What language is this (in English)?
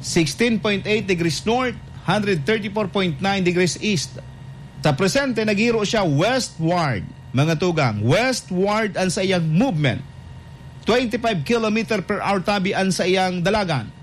Bikol